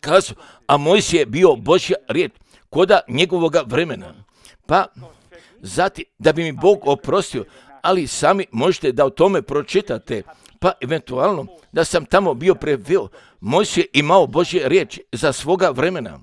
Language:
Croatian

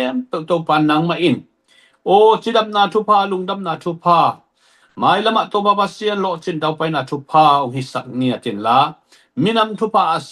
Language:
Tedim Chin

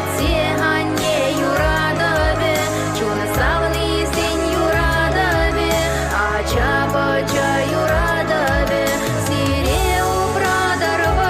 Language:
Chuvash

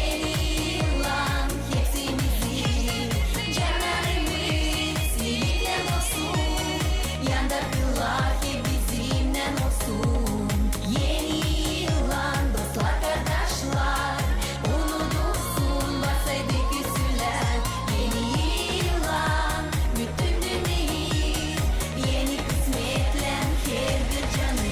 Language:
Gagauz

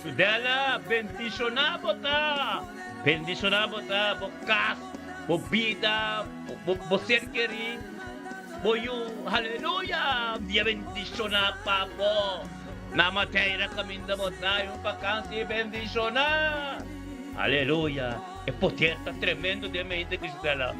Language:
Papiamento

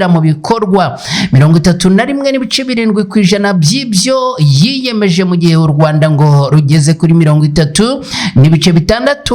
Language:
Kinyarwanda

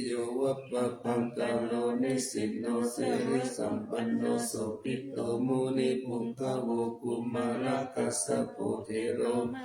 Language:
Pali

